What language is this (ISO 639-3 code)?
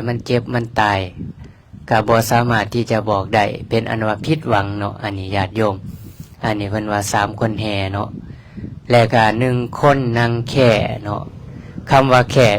lao